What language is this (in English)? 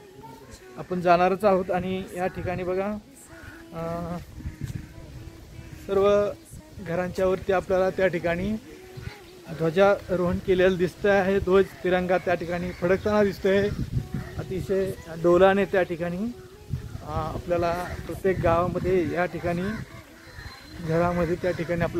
Marathi